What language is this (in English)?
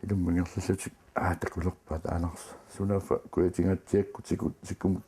Kalaallisut